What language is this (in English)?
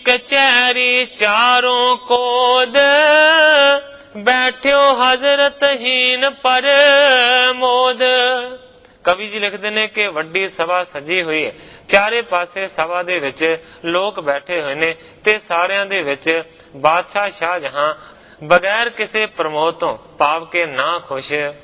Punjabi